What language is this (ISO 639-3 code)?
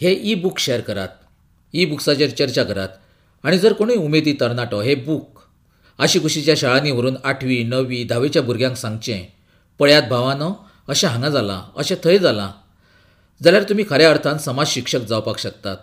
kok